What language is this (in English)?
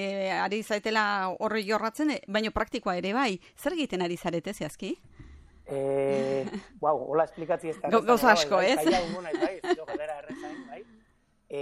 Basque